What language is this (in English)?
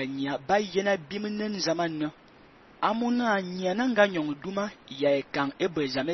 Fang